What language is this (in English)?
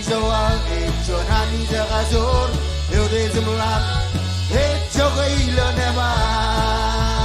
Marshallese